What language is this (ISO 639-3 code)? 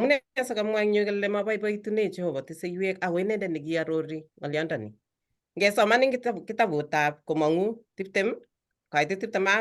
kln